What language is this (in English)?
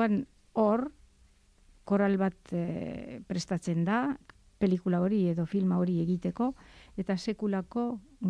Basque